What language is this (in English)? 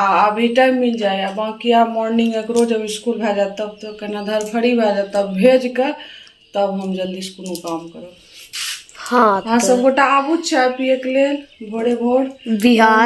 Maithili